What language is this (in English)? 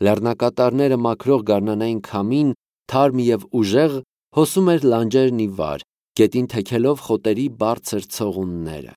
Armenian